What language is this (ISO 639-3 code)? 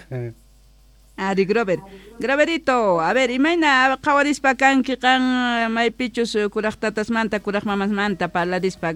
que